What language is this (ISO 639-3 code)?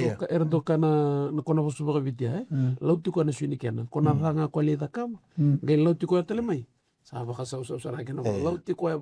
fij